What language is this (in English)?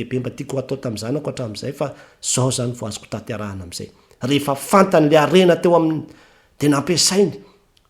Malagasy